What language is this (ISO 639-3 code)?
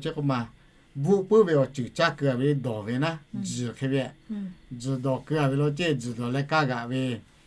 lhu